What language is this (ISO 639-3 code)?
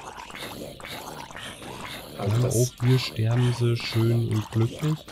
deu